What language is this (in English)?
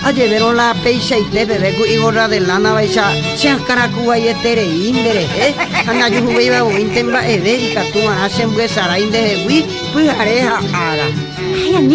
Guarani